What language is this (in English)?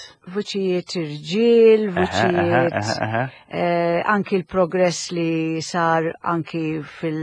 Maltese